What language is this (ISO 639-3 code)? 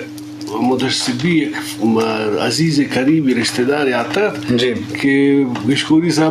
bgp